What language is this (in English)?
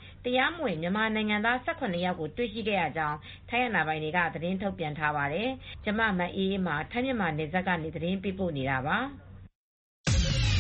Burmese